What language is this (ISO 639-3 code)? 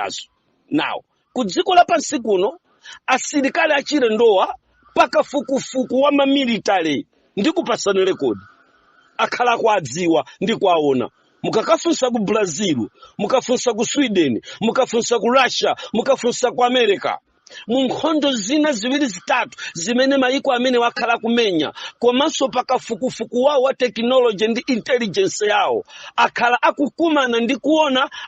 nya